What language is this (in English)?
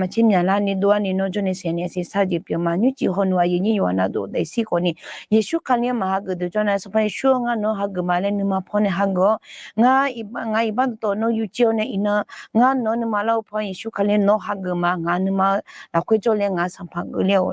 Akha